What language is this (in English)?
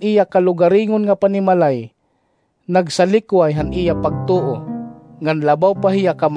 Waray